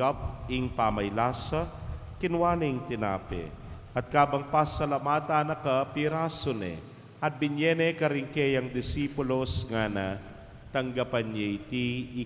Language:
Pampanga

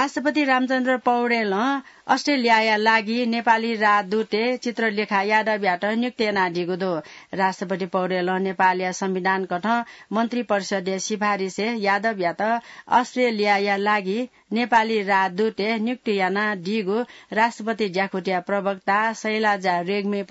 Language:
Newari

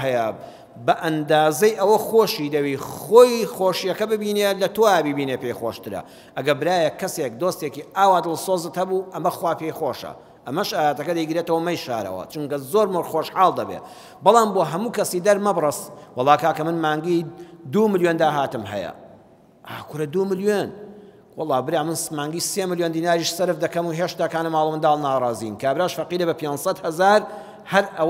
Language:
Central Kurdish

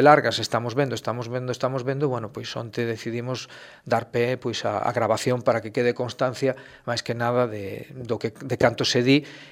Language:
Galician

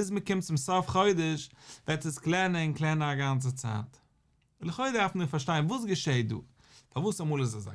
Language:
Yiddish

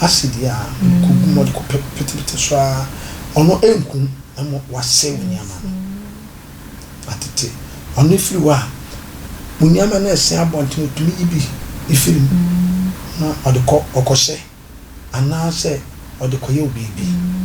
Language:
Akan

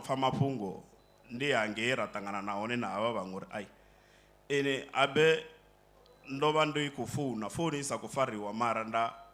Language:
Venda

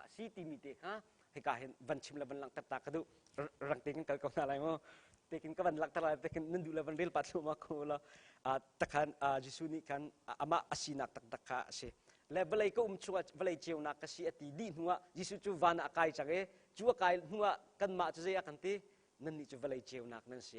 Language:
Hakha Chin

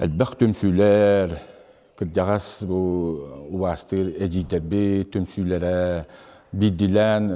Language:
Yakut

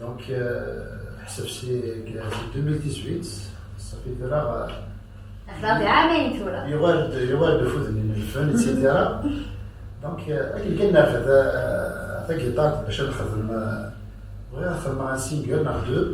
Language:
Kabyle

